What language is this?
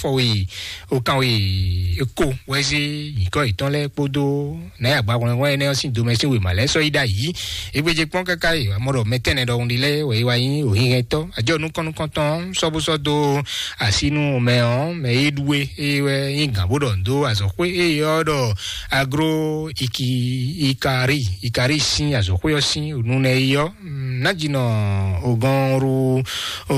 Fon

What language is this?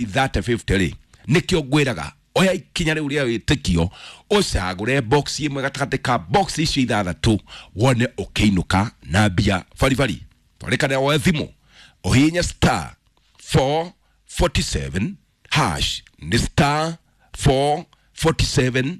Kikuyu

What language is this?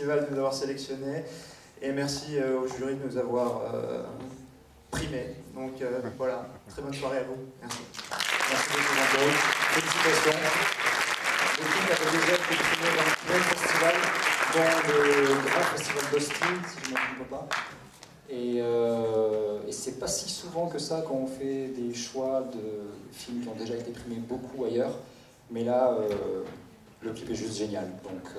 French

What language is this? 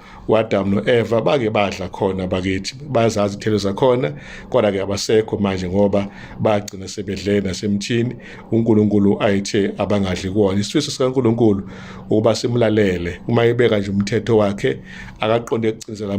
Zulu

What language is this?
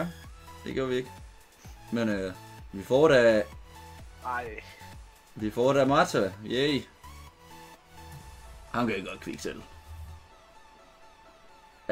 Danish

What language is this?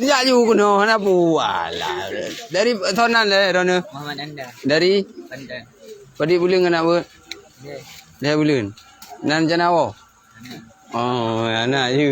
Achinese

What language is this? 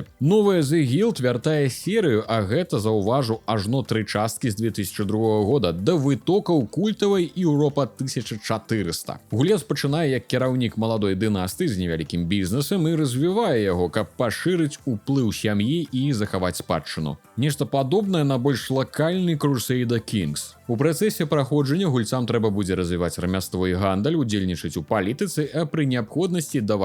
Belarusian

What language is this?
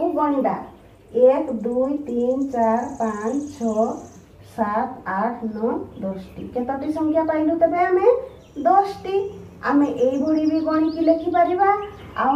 Odia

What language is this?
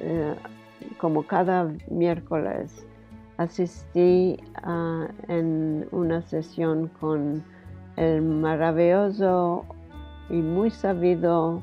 Ladino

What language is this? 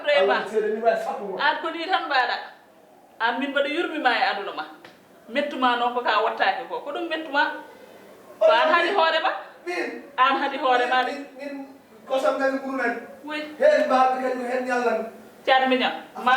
Fula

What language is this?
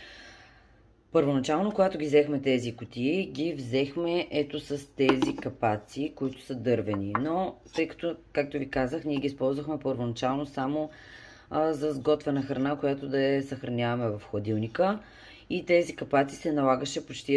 Bulgarian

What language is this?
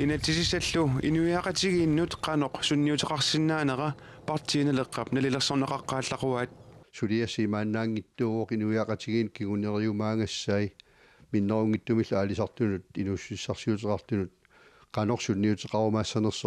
Kalaallisut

